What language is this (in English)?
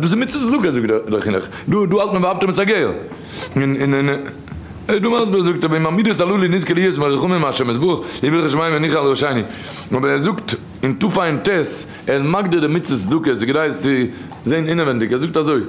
Yiddish